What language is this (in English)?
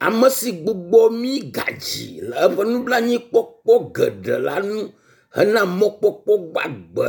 Ewe